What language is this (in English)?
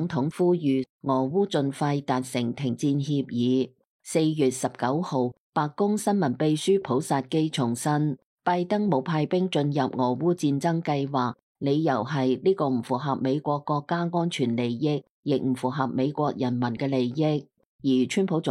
Cantonese